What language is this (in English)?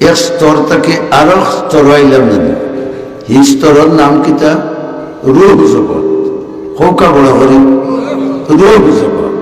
Sylheti